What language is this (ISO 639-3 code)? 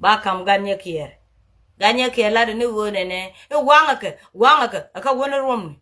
nus